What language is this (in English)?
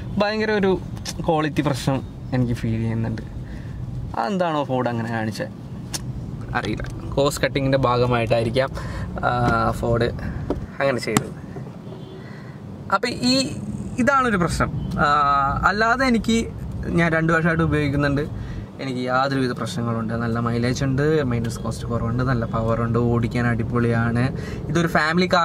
Malayalam